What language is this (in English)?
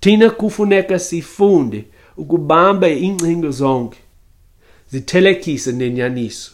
Xhosa